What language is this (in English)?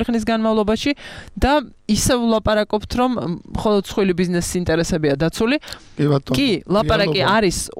Georgian